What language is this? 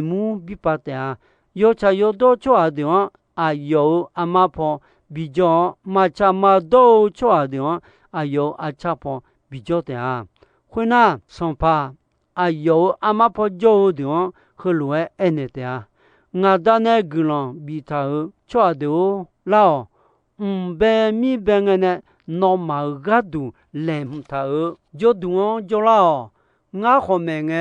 Akha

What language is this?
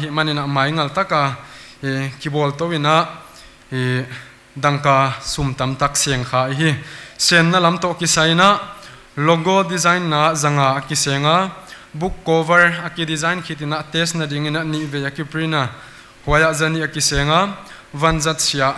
Paite Chin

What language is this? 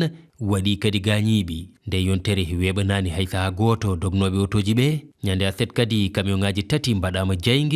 Fula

